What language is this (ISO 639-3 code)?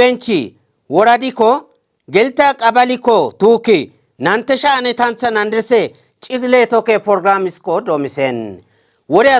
kbr